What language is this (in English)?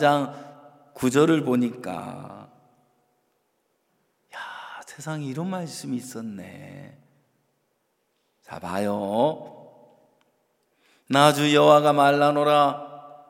Korean